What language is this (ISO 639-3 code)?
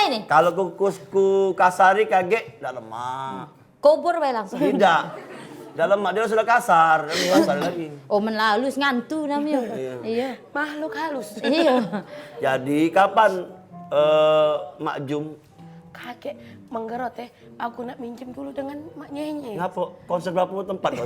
mui